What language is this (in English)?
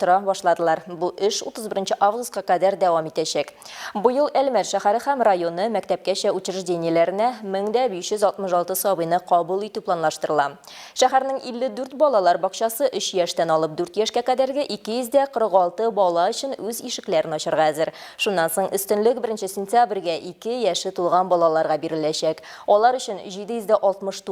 Tatar